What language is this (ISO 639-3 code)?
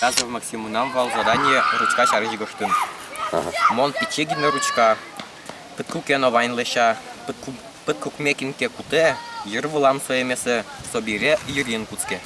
udm